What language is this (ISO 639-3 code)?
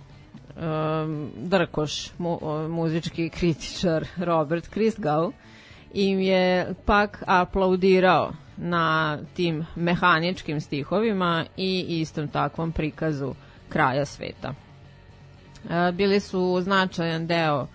srp